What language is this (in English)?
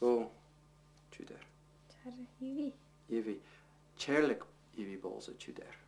Tuvinian